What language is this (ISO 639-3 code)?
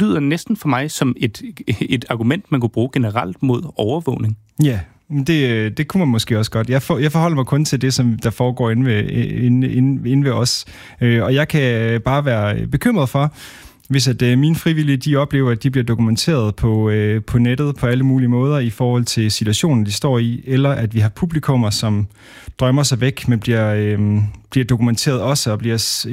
dan